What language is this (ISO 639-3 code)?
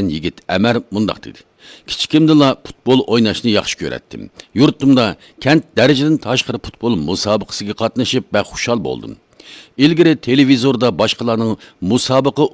uig